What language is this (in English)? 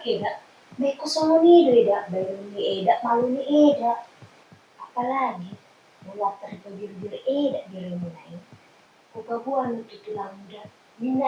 Batak Toba